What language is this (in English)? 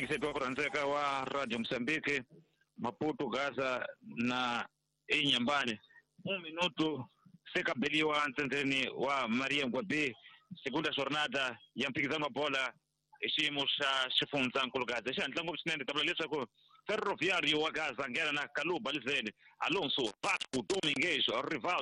Tsonga